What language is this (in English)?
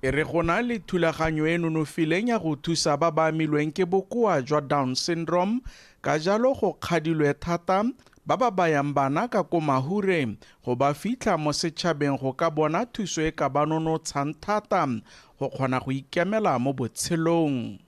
Tswana